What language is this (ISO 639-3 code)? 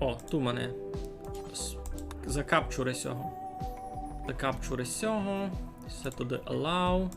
rue